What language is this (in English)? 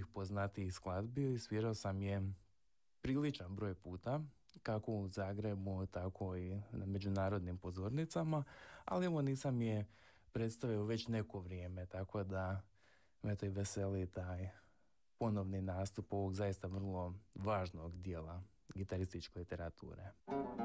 Croatian